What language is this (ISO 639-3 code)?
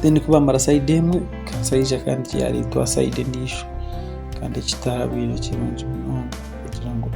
nyn